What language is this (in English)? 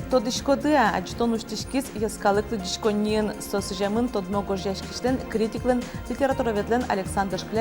Udmurt